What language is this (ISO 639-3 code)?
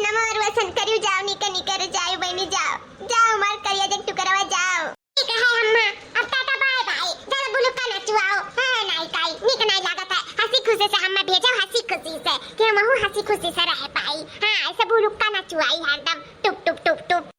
awa